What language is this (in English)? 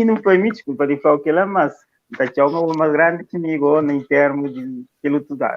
Kabuverdianu